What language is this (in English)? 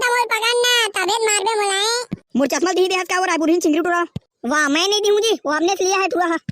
Chhattisgarhi